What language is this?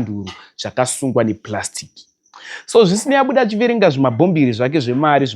Shona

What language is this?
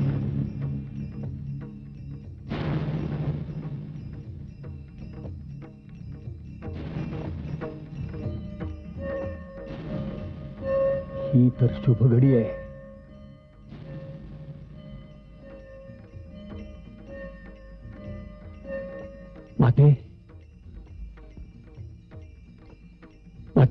Marathi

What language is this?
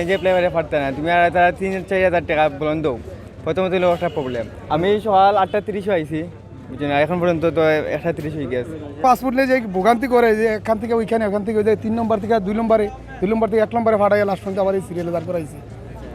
Sylheti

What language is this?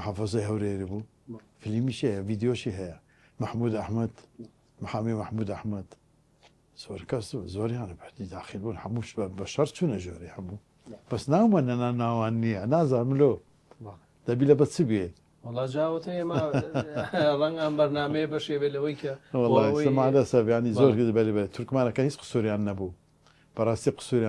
Central Kurdish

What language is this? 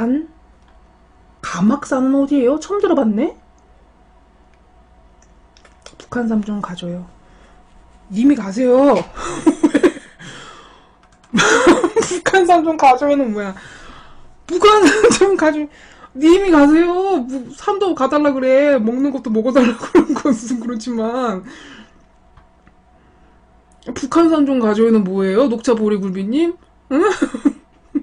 Korean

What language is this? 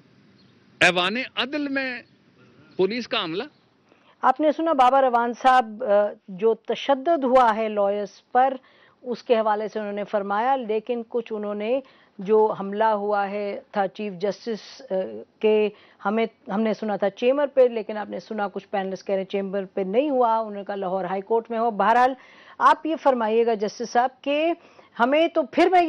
Urdu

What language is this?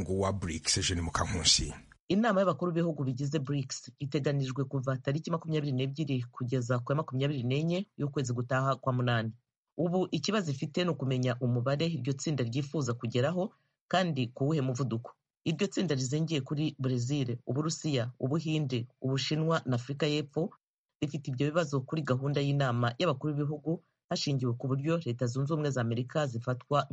Kinyarwanda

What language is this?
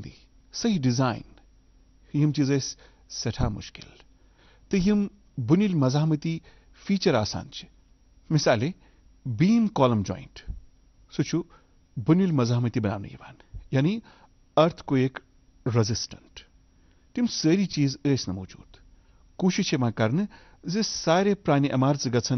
Kashmiri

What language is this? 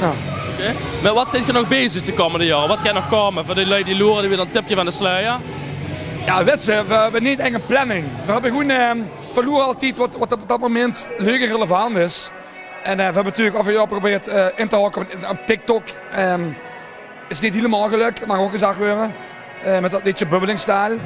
Limburgish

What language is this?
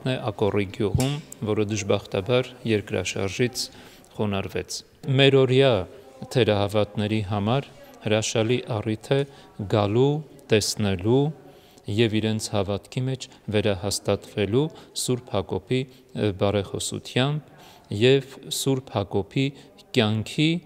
Armenian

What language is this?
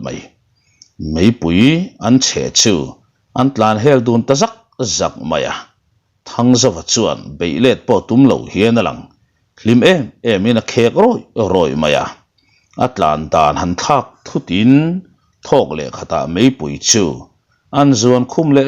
Mizo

